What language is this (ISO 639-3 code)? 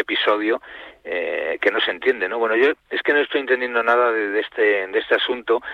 spa